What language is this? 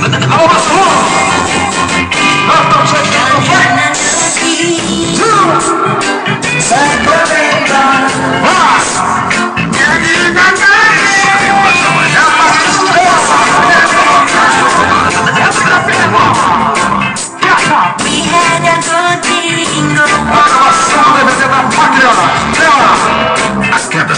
Portuguese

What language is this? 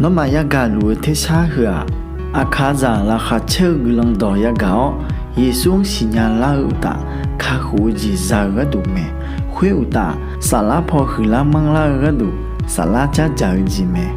Akha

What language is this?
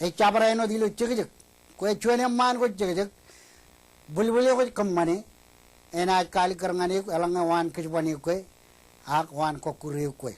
Marshallese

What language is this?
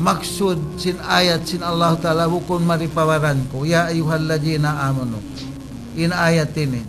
Tausug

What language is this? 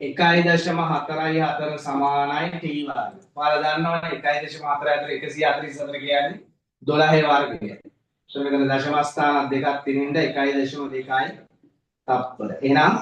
Sinhala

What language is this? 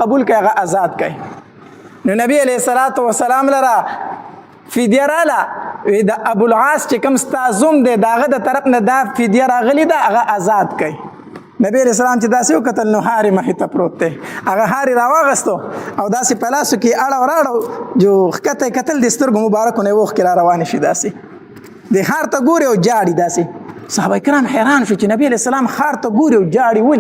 Pashto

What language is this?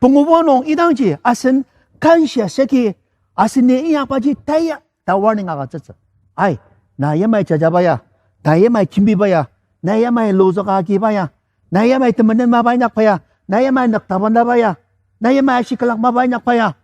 Ao Naga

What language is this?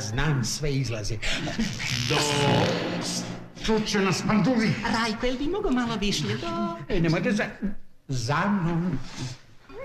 Serbian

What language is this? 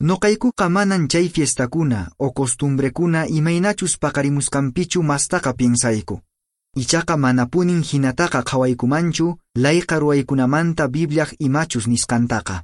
Quechua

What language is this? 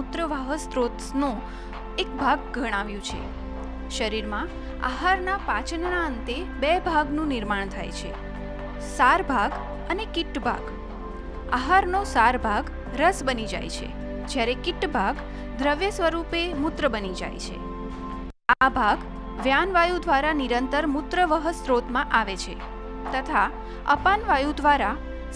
Gujarati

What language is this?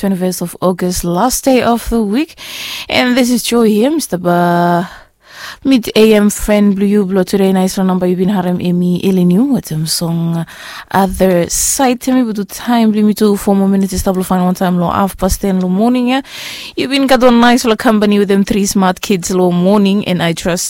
Bislama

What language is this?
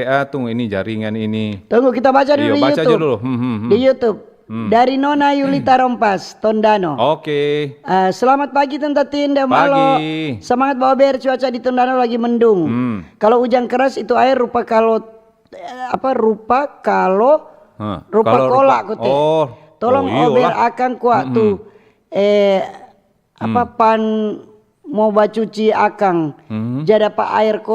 Manado Malay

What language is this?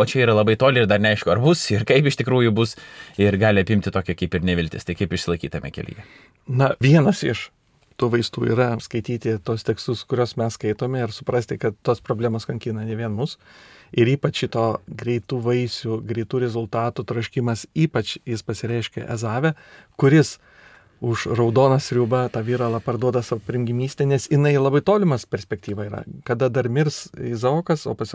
Lithuanian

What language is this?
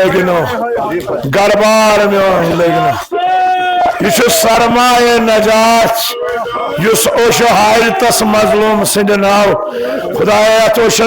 Kashmiri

